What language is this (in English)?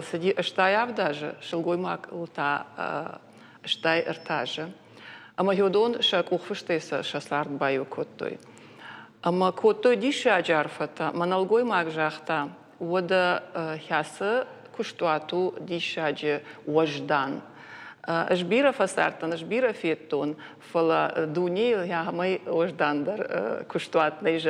Ossetic